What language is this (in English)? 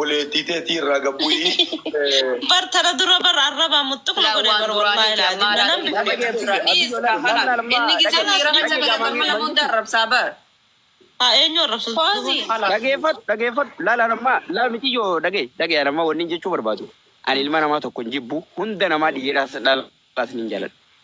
Oromo